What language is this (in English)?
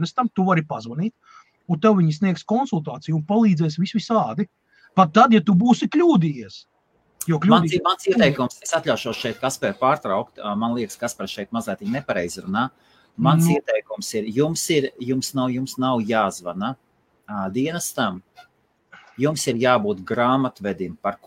Latvian